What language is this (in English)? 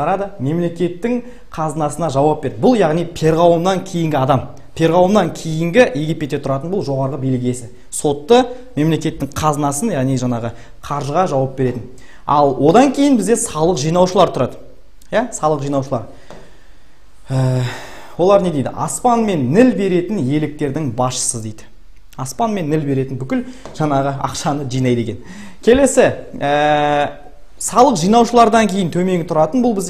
Kazakh